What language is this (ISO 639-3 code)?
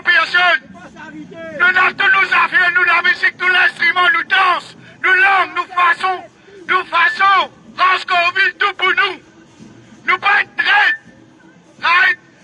mfe